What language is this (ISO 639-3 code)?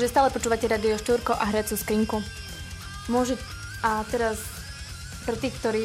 slk